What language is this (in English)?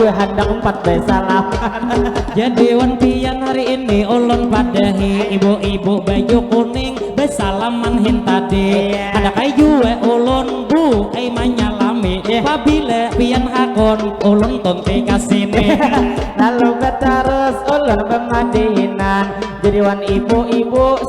Banjar